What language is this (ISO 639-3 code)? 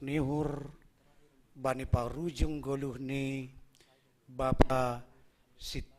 bts